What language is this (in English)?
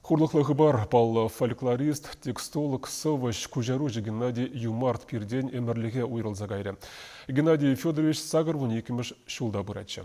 Chuvash